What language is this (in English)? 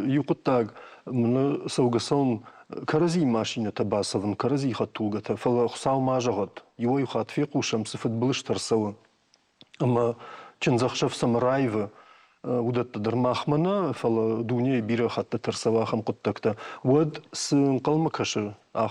Ossetic